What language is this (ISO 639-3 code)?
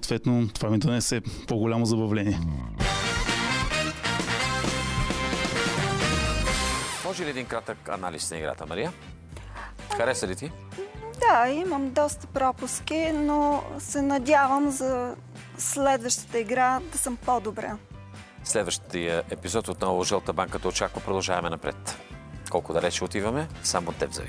bul